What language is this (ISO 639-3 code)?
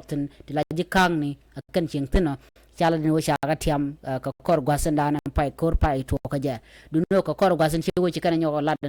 nus